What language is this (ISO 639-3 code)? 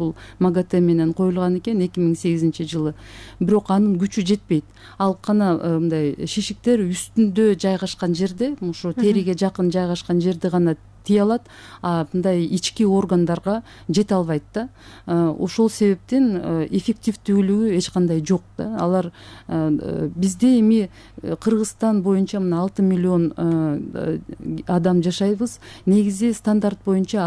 kir